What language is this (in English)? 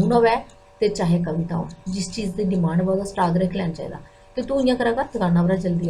Dogri